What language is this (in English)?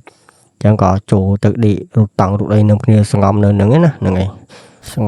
Khmer